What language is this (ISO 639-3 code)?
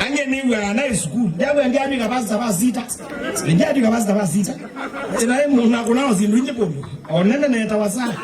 kam